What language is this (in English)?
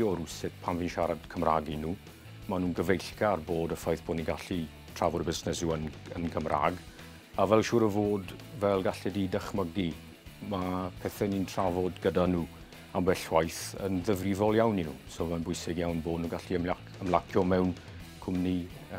Welsh